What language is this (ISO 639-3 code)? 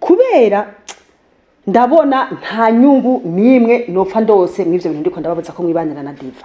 run